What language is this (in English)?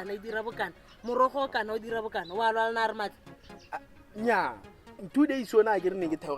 Tswana